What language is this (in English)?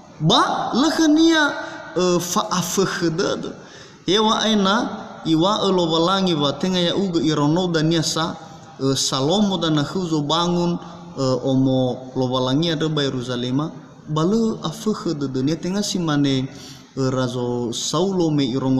Nias